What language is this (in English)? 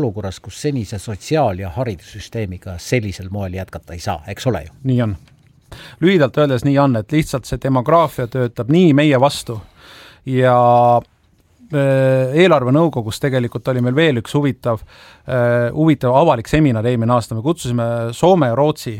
Estonian